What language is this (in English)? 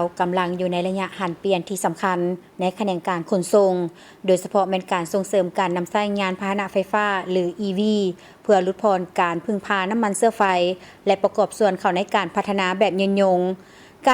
Lao